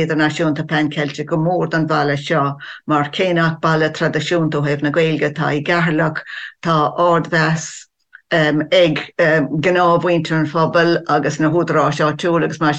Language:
Irish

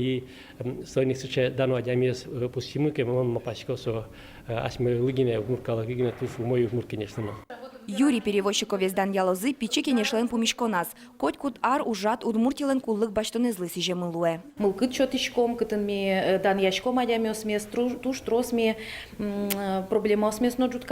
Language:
Udmurt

